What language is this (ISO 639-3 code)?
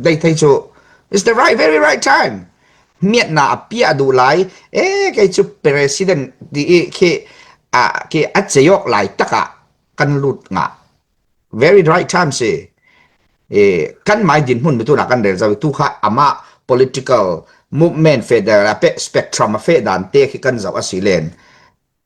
cfm